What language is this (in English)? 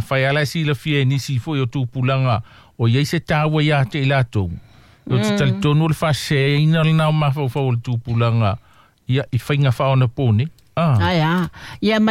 Samoan